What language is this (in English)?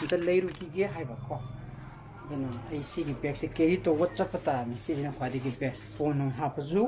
Manipuri